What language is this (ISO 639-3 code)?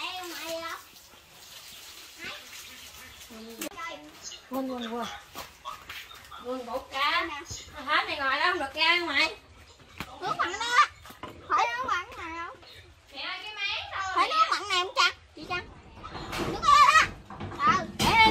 vie